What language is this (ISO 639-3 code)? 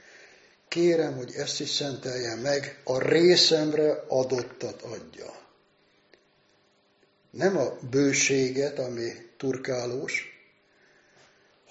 hun